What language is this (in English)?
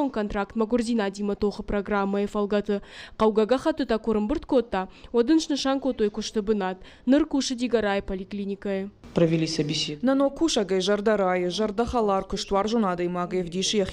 Ossetic